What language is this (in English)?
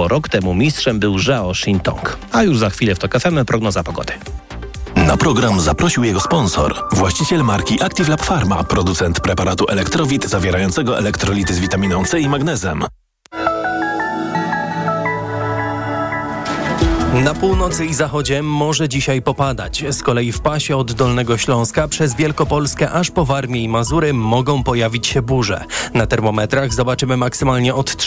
Polish